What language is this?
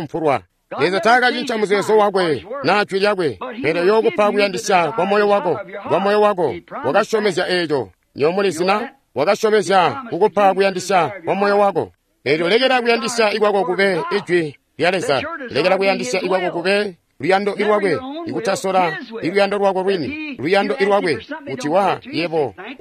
Tonga (Zambia)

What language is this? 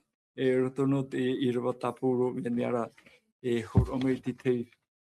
Tahitian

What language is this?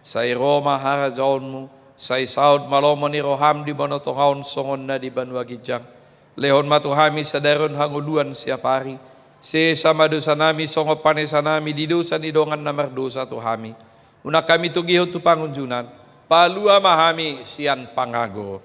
Batak Toba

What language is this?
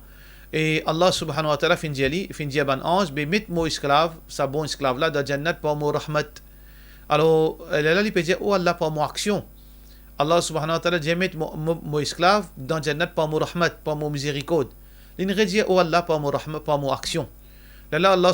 Morisyen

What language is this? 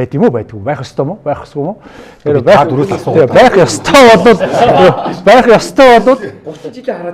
Mongolian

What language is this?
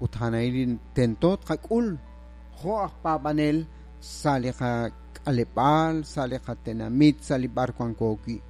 Kekchí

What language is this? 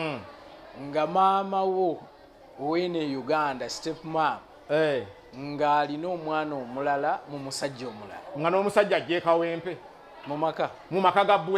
Ganda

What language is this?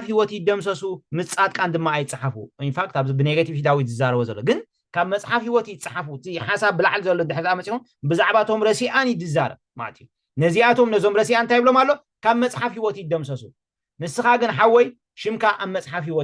Tigrinya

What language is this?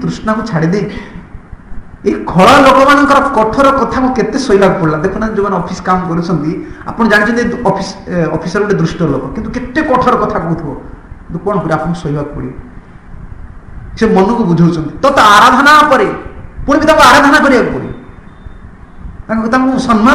Odia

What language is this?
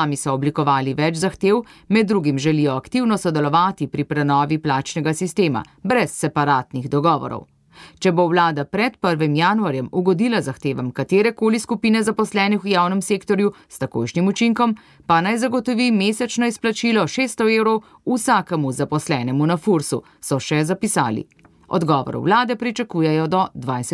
Slovenian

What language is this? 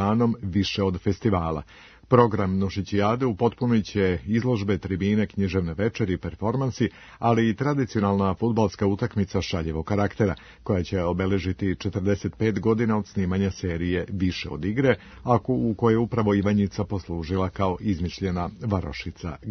Serbian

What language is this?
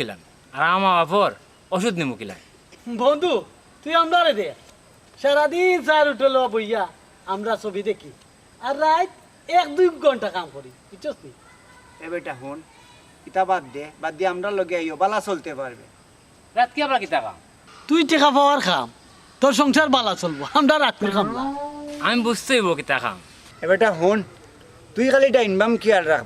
Sylheti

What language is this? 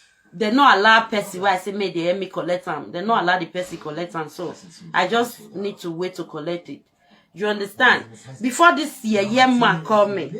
Nigerian Pidgin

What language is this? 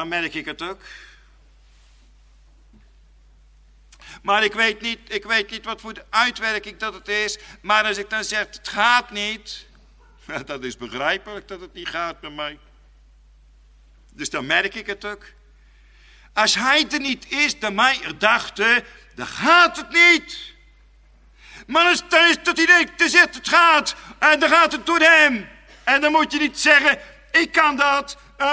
Dutch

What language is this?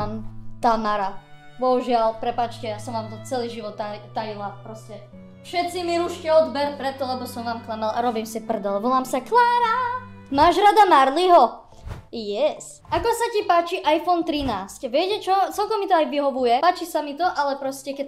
Slovak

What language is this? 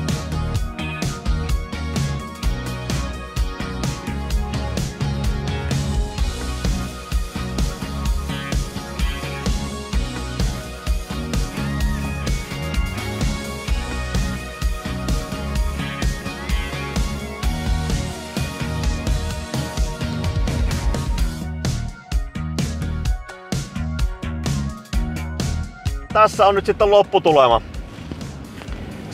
Finnish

